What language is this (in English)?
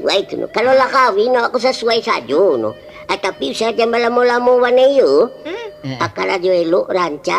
Minangkabau